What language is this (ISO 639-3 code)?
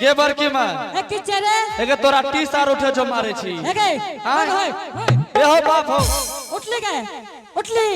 anp